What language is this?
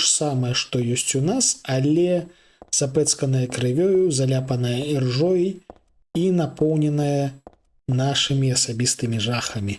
Belarusian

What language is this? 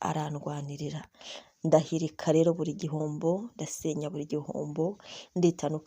Kinyarwanda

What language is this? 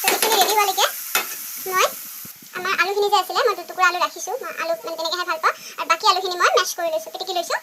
Assamese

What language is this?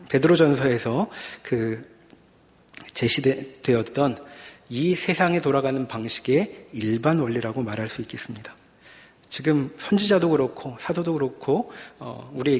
Korean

